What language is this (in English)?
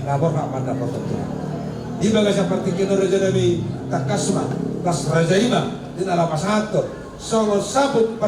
Batak Toba